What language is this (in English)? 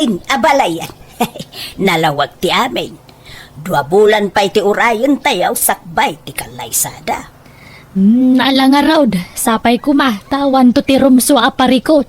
Iloko